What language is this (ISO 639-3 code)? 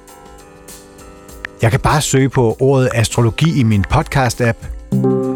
dan